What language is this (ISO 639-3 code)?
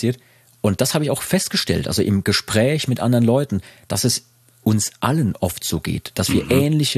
deu